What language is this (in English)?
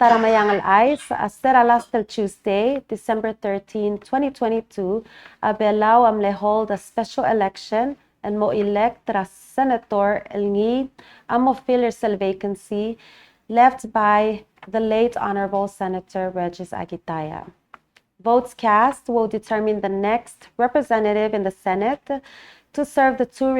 Palauan